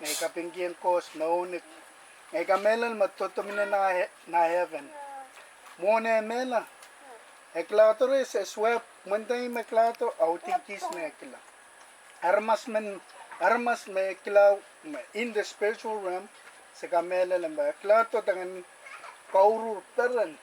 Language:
Pohnpeian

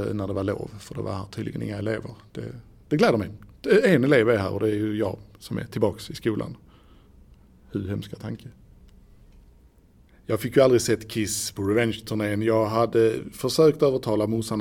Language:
Swedish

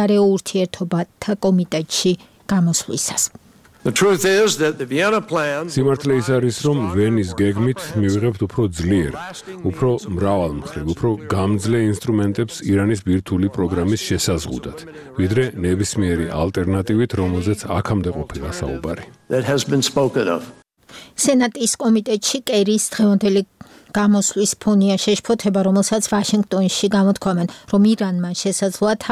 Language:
Georgian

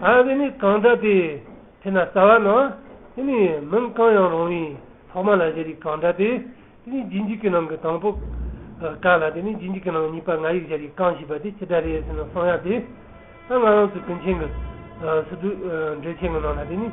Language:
Tibetan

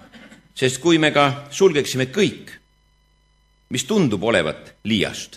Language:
Estonian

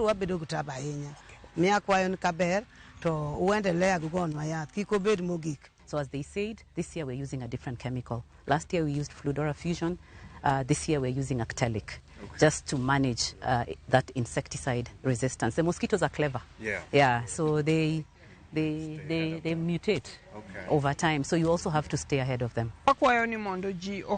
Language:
Luo (Kenya and Tanzania)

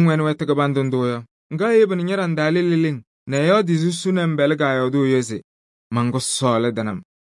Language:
Kabiyè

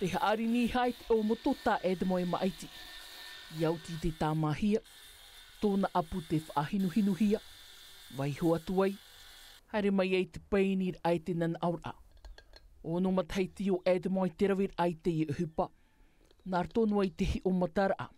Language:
Tahitian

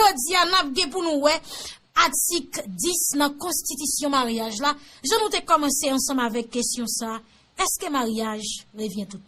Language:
Haitian Creole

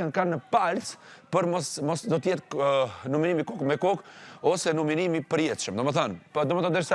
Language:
Albanian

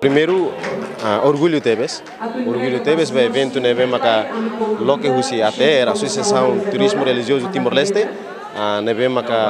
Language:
Tetum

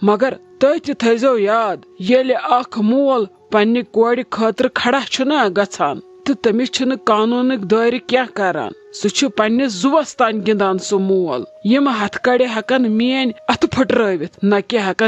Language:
Kashmiri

